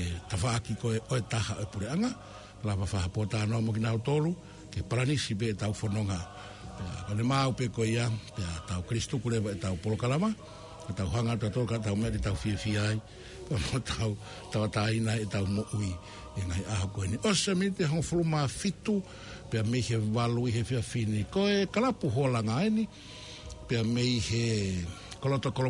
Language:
Tongan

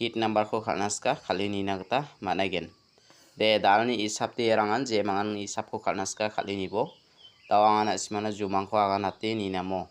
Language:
Garo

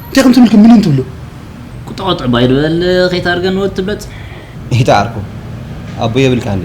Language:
Tigrinya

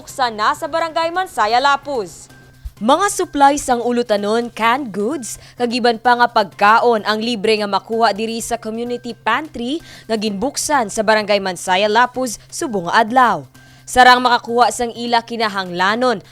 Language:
Hiligaynon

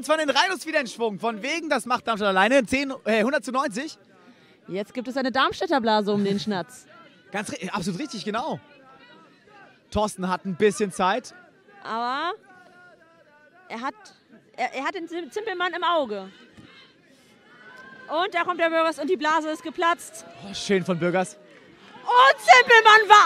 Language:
German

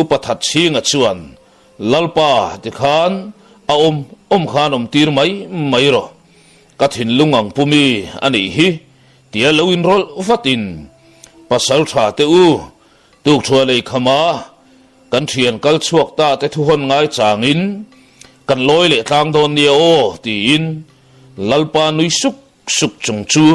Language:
Mizo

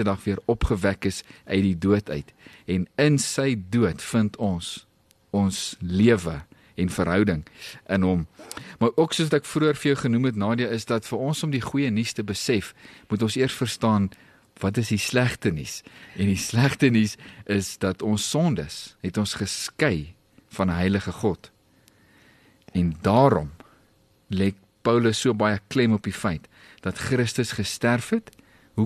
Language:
Afrikaans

